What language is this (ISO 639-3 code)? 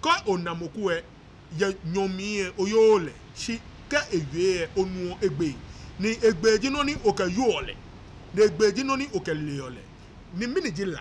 gaa